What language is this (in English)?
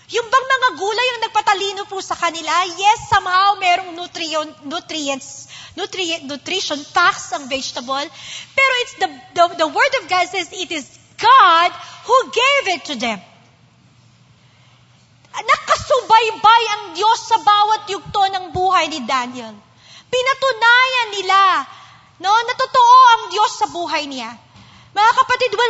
Filipino